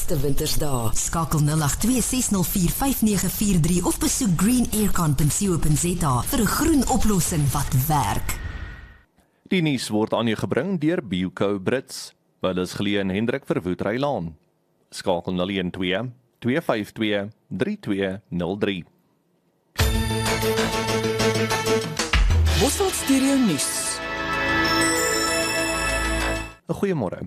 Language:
Afrikaans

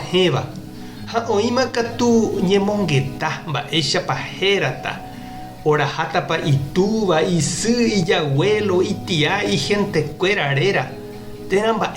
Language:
Guarani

